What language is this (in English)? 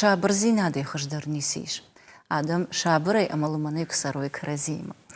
Ossetic